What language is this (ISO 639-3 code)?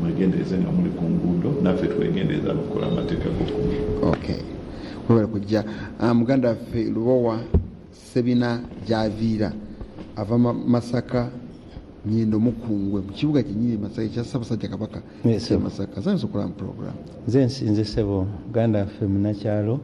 lug